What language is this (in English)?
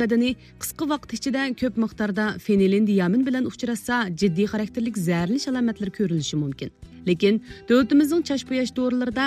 Uyghur